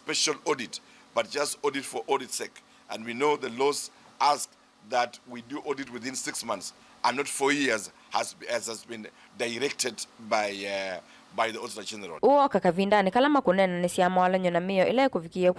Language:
Kamba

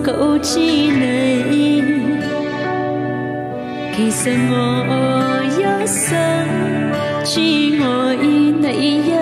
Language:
Chinese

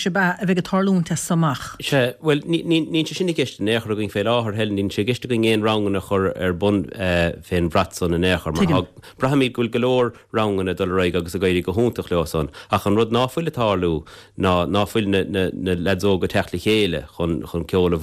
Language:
Irish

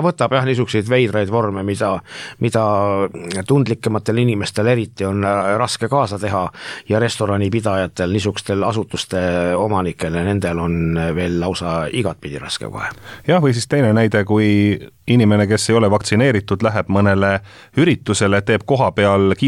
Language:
Estonian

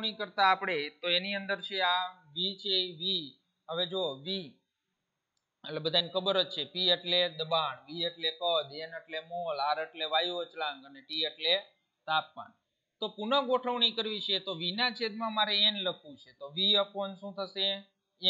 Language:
Gujarati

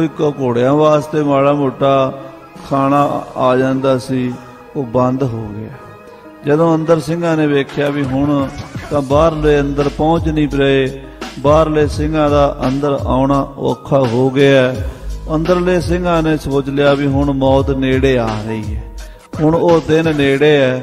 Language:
Punjabi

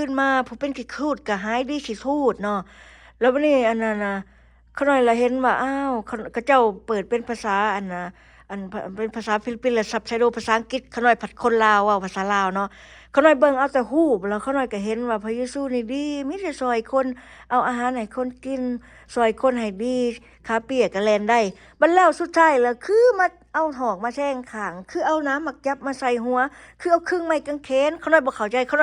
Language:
Lao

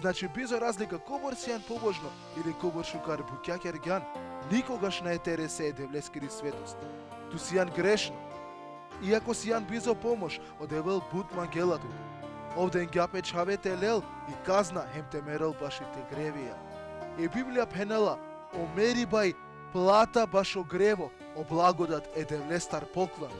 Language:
Balkan Romani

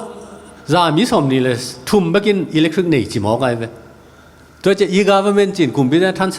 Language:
Tedim Chin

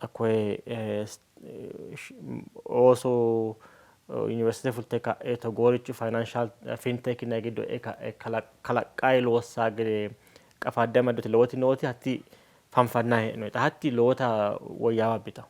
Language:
Sidamo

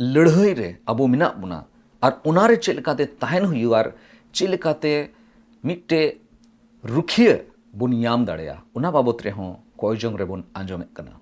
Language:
Santali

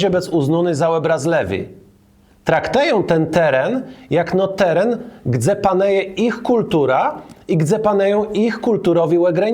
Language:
Kashubian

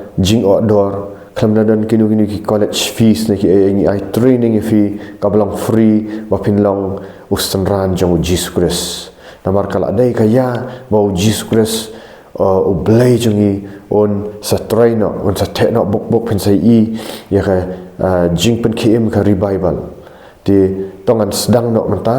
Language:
Khasi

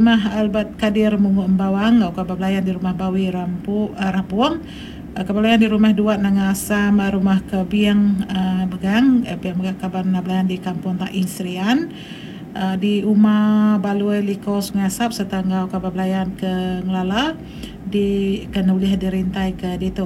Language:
Iban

